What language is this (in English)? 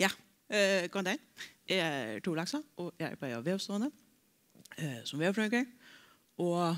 Faroese